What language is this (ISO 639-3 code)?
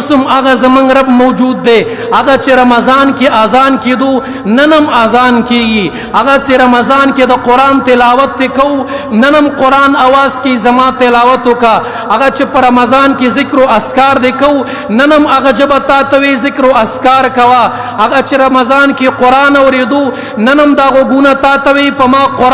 pus